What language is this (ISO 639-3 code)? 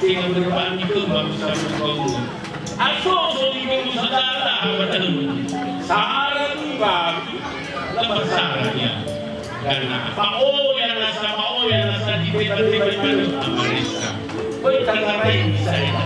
nia